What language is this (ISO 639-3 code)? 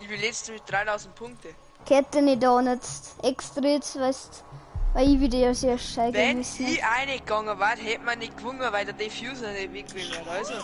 bar